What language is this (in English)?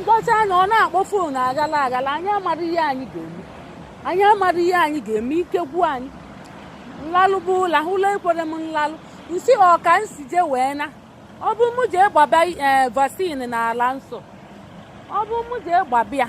Igbo